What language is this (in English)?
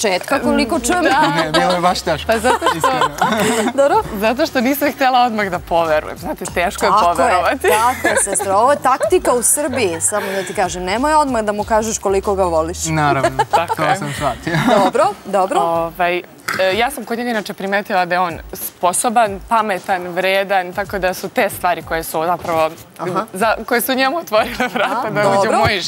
Serbian